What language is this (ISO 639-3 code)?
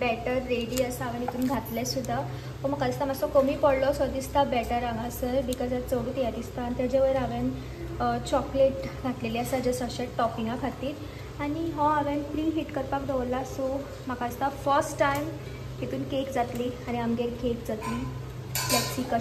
kok